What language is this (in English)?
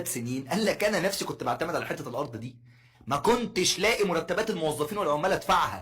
Egyptian Arabic